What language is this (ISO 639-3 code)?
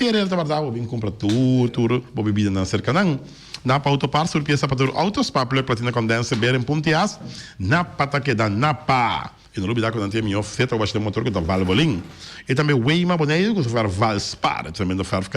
pap